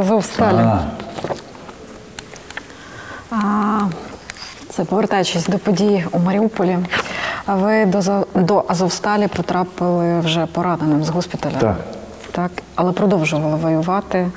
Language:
Ukrainian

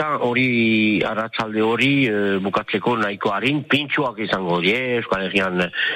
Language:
Basque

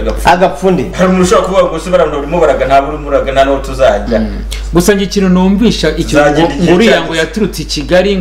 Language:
Kinyarwanda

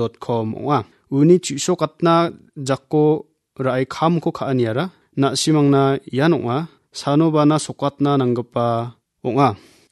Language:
Garo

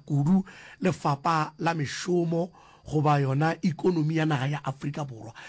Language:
Northern Sotho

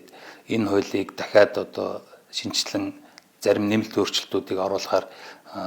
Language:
Mongolian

